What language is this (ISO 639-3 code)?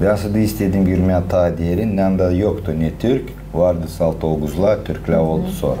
gag